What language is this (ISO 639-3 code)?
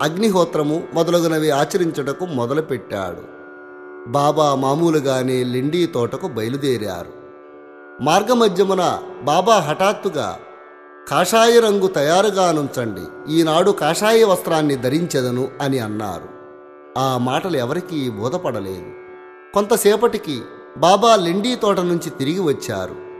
tel